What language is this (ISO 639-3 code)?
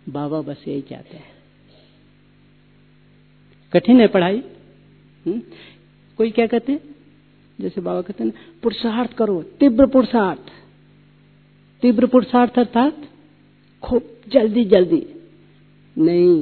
hin